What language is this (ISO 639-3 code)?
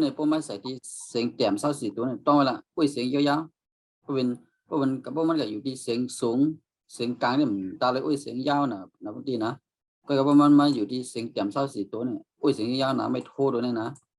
shn